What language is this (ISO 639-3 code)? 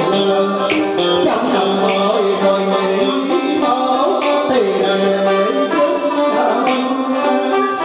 vie